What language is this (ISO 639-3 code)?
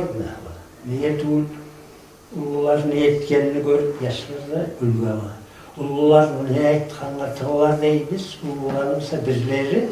kum